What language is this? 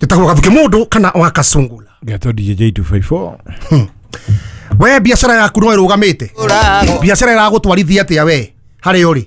Kikuyu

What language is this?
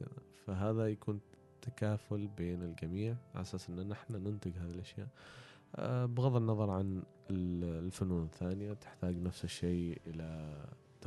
Gulf Arabic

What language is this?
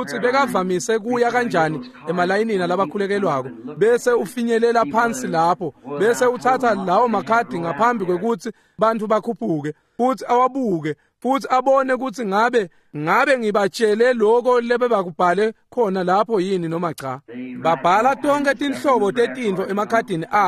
Swati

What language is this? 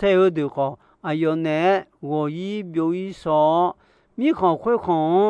Akha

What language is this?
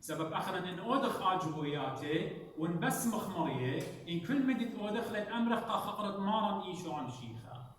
Assyrian Neo-Aramaic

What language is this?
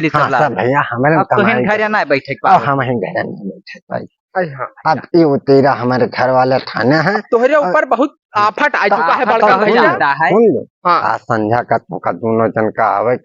Awadhi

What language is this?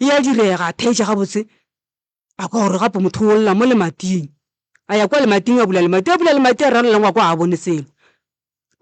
Northern Sotho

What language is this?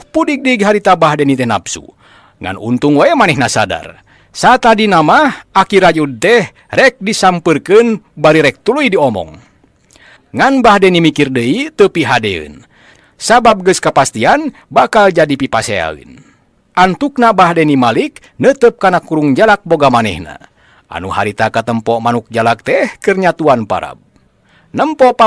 Sundanese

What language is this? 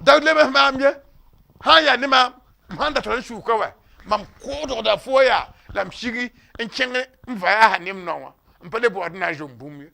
Mossi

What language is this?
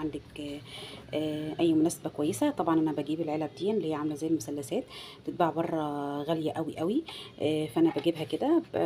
Egyptian Arabic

